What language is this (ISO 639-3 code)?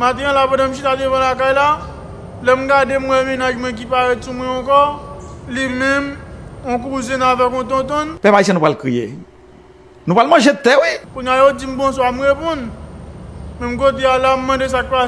hat